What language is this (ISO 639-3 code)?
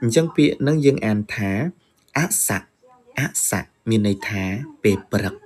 khm